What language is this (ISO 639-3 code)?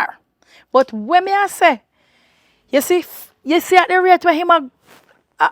jam